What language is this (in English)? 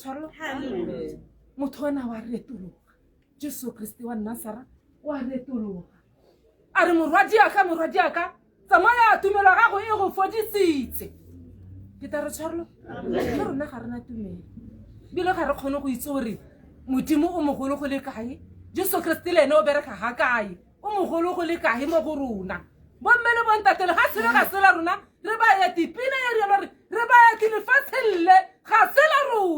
Tswana